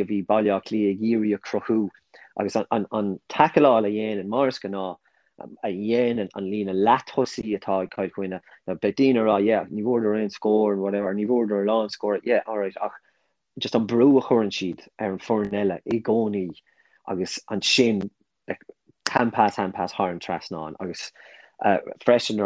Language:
Irish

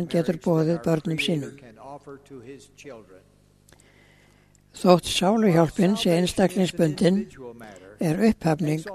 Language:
Icelandic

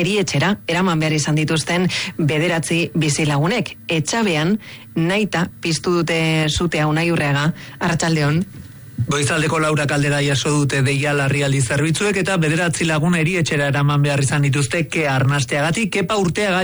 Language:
Basque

